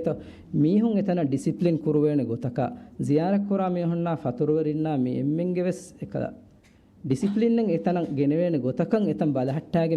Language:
Divehi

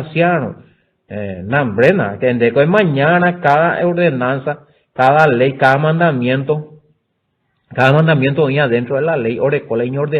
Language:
Guarani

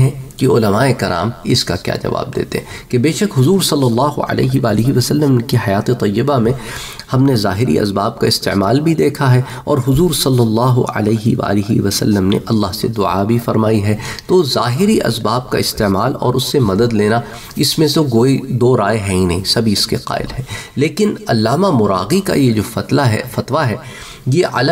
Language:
Urdu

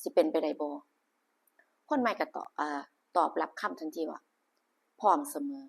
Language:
Northeastern Thai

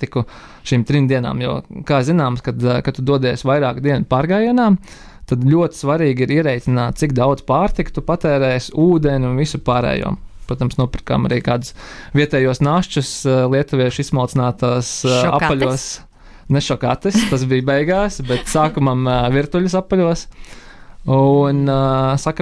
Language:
Latvian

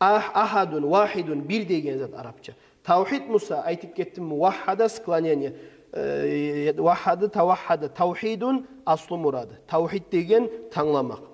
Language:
Kumyk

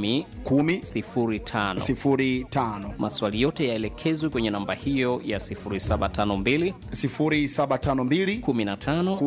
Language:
Swahili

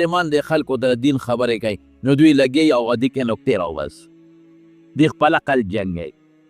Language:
Pashto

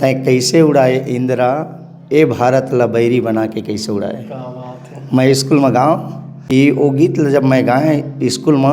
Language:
Chhattisgarhi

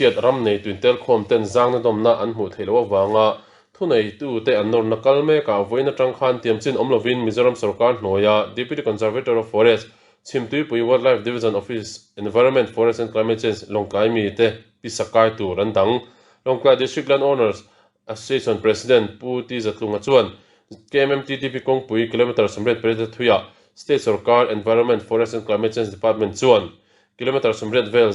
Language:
Mizo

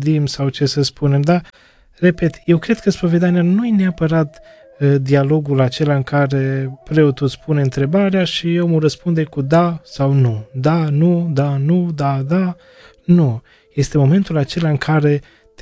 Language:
Romanian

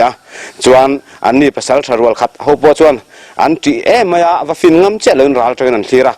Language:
Mizo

